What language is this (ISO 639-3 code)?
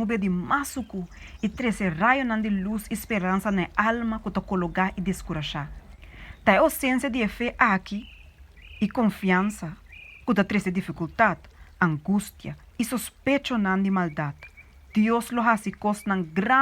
pap